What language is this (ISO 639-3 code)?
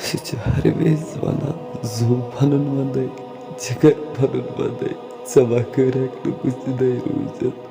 kas